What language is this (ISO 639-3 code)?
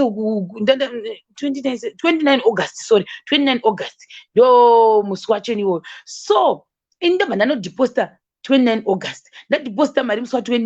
sna